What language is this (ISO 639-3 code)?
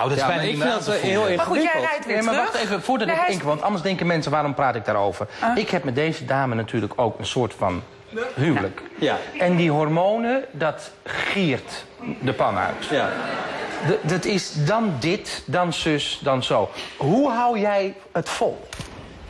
nld